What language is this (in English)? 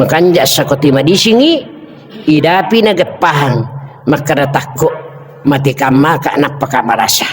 Buginese